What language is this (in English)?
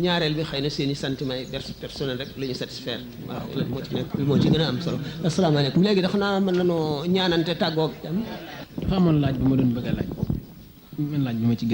Wolof